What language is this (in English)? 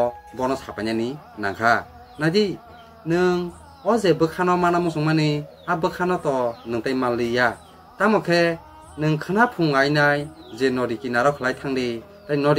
Kok Borok